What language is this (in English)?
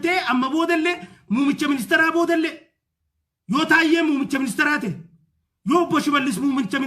Oromo